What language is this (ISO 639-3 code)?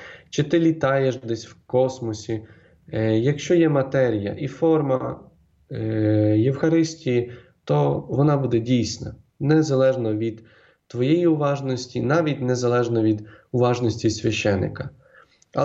ukr